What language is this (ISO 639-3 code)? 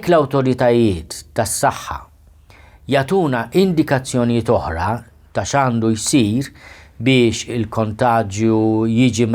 mlt